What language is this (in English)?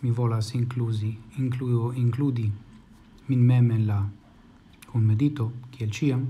Esperanto